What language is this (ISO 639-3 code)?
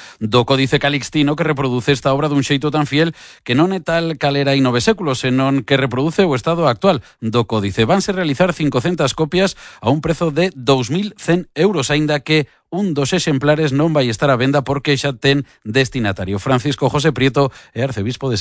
glg